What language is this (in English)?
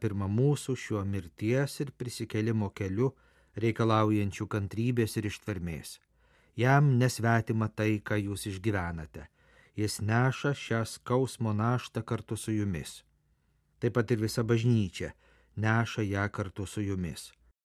Lithuanian